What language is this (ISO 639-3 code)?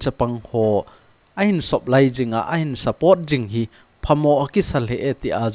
tcz